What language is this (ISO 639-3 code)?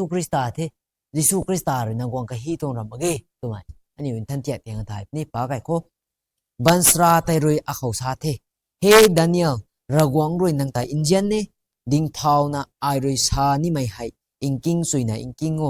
nbu